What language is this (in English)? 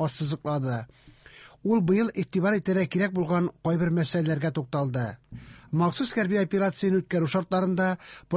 Tatar